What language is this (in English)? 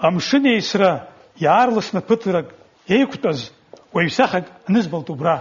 Abkhazian